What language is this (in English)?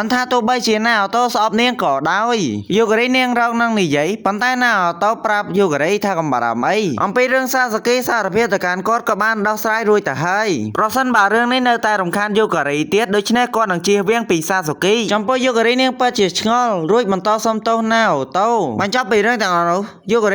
Khmer